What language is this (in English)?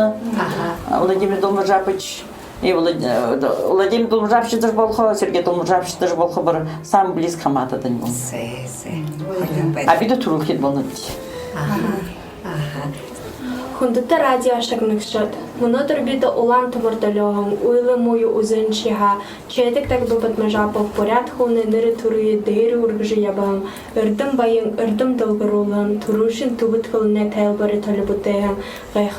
Buriat